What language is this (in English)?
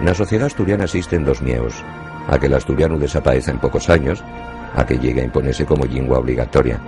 Asturian